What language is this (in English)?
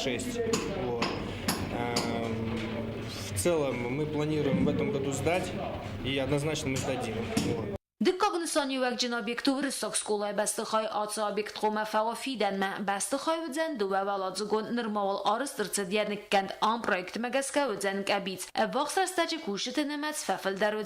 Ossetic